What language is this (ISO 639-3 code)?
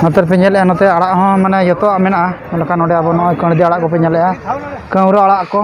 sat